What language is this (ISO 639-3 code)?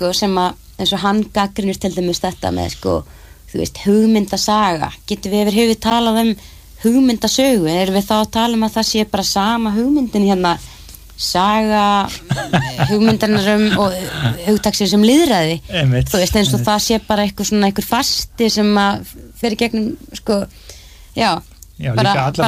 isl